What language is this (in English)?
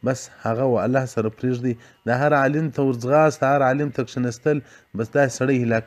Pashto